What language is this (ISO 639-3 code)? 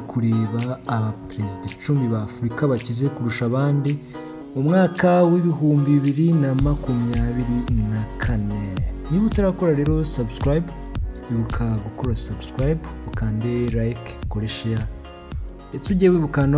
kin